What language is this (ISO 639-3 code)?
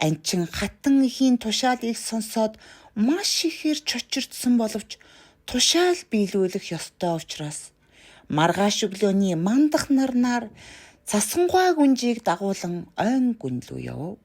mon